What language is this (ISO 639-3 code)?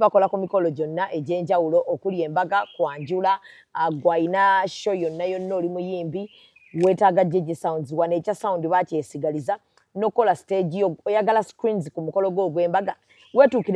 lug